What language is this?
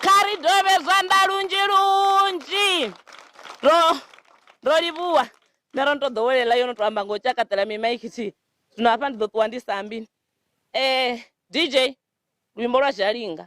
Venda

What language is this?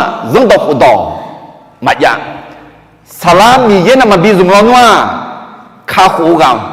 Akha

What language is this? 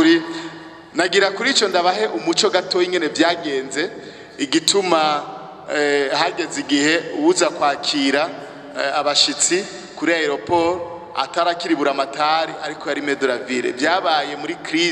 Rundi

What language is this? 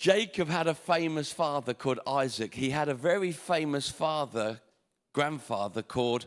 English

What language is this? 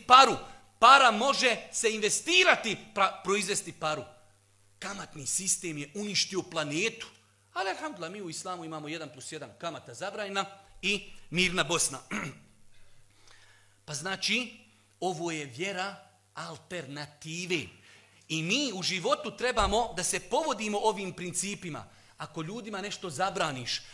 Bosnian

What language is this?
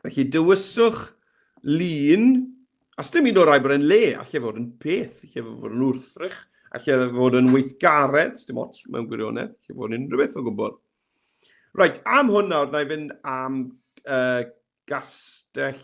Welsh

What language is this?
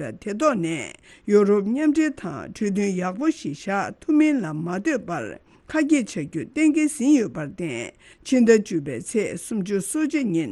Tibetan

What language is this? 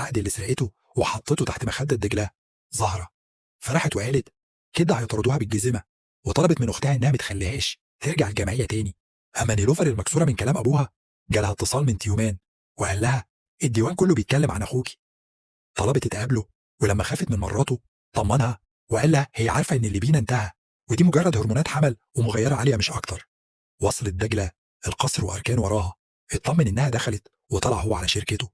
Egyptian Arabic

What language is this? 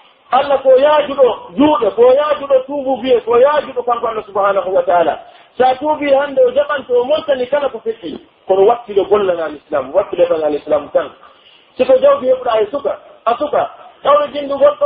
Pular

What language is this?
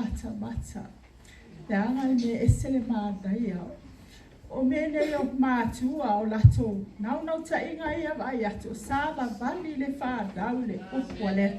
Samoan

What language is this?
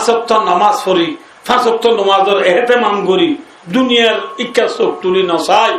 Rohingya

